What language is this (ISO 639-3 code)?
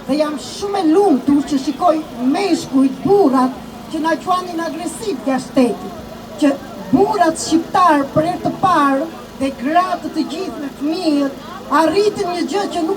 sqi